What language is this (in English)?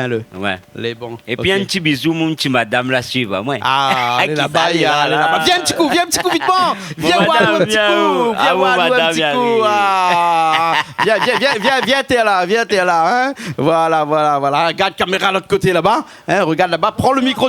Réunion Creole French